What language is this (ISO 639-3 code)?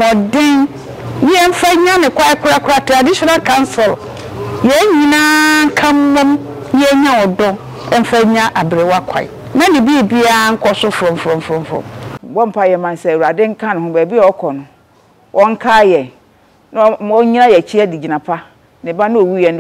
aka